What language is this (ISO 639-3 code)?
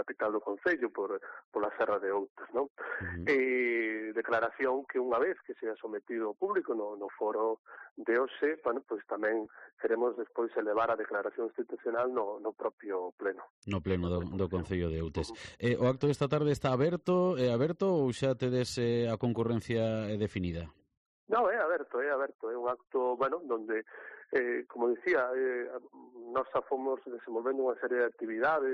glg